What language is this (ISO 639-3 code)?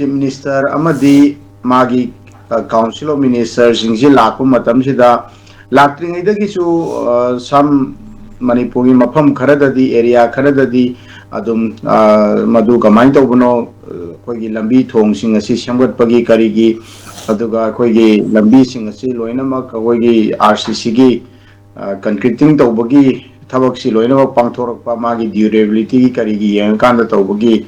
mni